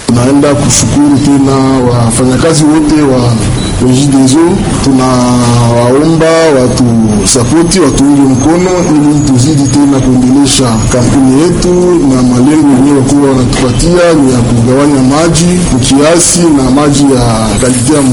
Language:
Swahili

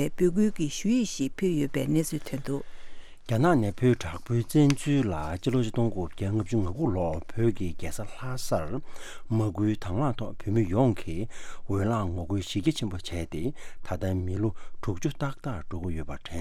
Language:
Tibetan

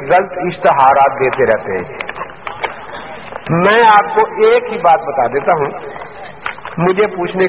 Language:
Urdu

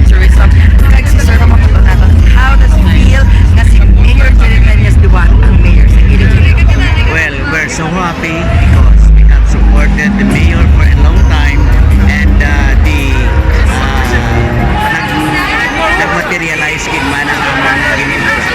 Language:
Hiligaynon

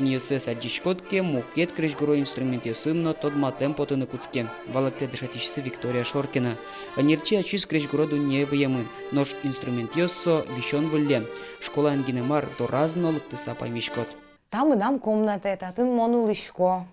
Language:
Udmurt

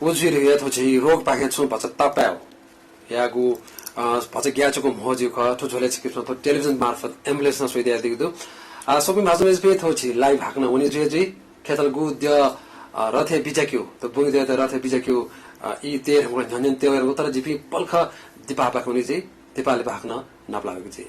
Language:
Newari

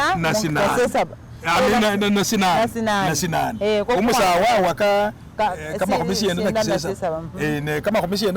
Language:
Masaaba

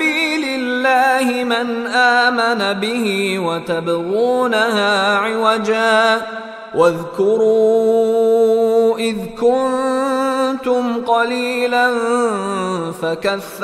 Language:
Arabic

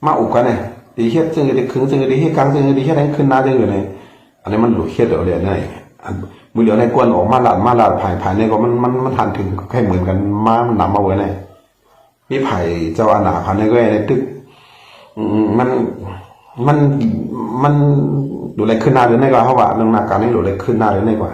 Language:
Shan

